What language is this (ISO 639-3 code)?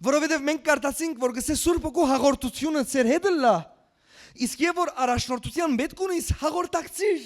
hyw